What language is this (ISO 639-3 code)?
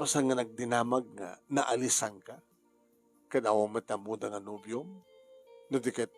ilo